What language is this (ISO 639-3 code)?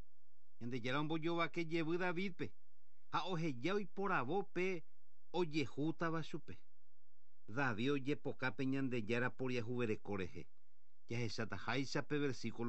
grn